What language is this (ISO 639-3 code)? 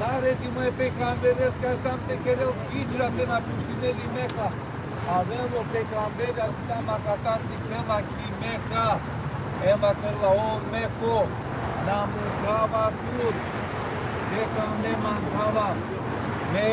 rmn